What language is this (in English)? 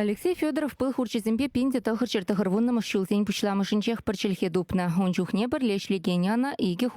Chuvash